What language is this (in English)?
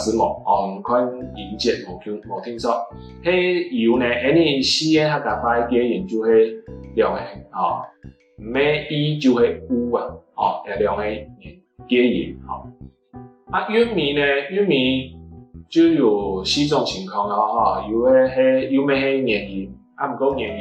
Hakka Chinese